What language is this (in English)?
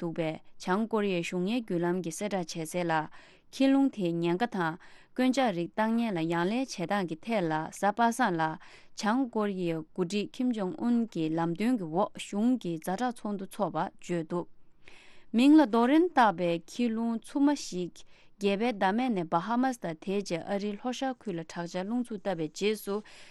Tibetan